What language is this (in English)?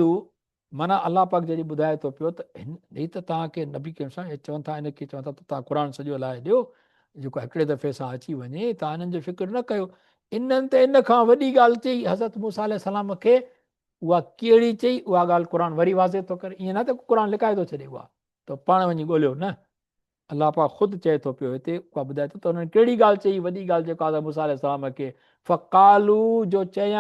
Sindhi